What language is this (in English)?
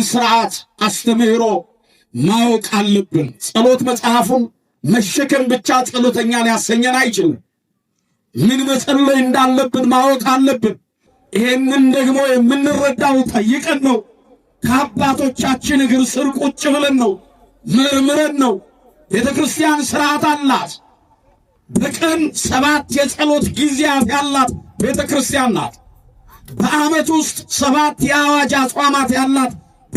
Amharic